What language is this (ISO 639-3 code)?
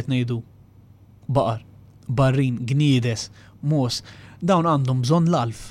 mlt